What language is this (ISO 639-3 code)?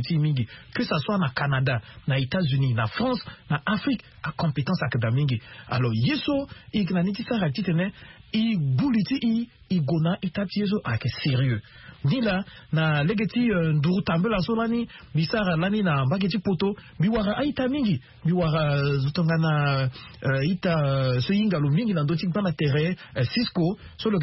sag